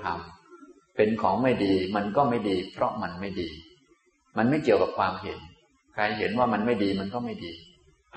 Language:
Thai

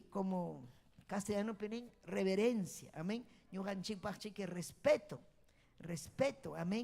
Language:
Ayacucho Quechua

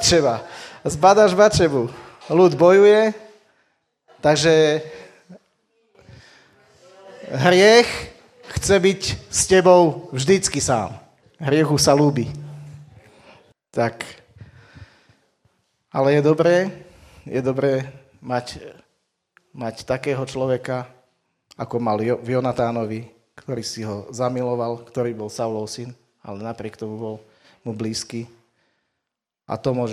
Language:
Slovak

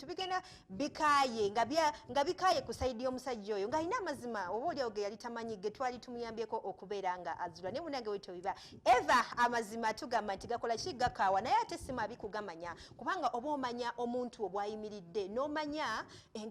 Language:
Ganda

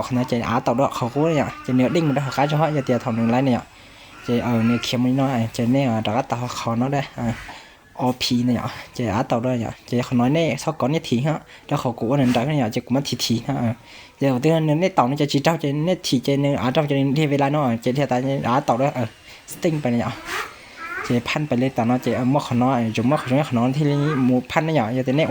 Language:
Hmong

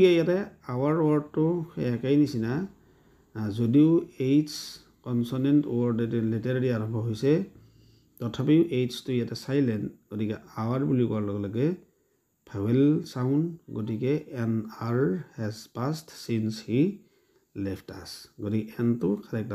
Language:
Assamese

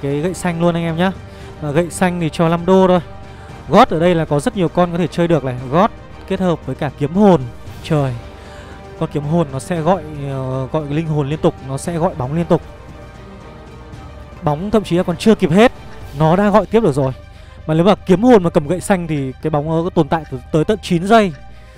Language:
Vietnamese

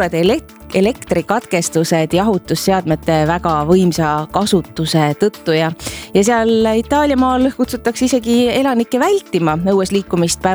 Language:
Estonian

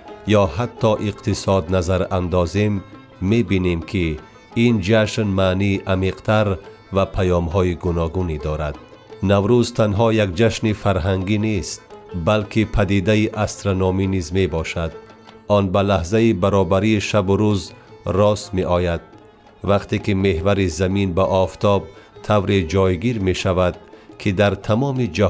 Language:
Tajik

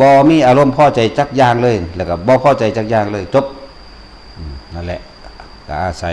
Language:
Lao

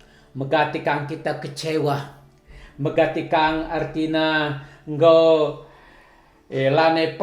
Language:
Batak Karo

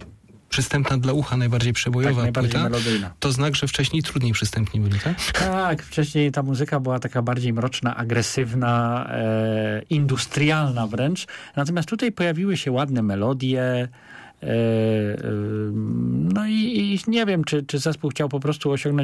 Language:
Polish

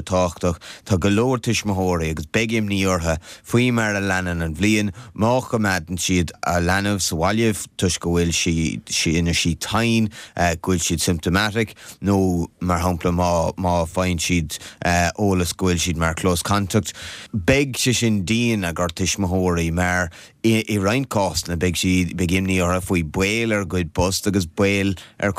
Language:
Irish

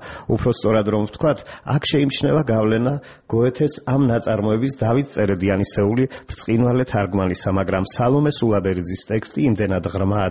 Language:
Georgian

